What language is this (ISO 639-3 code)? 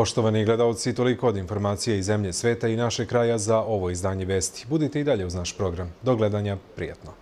srp